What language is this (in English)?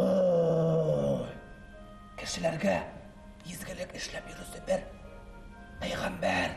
Bashkir